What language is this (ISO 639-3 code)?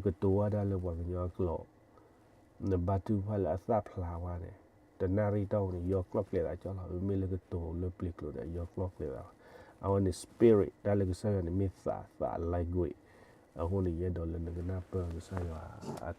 ksw